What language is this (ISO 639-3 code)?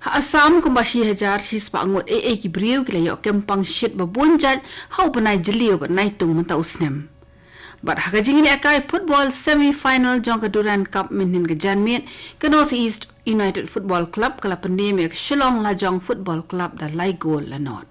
kha